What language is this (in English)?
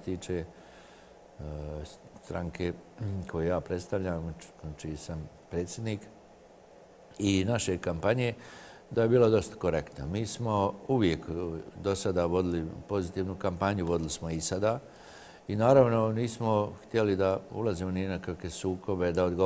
Serbian